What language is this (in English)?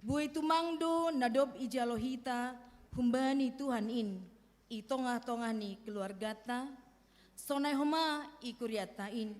Batak Simalungun